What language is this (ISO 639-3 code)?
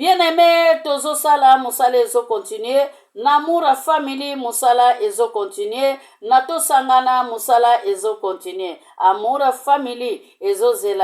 lin